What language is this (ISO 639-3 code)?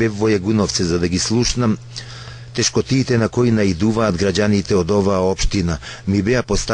mkd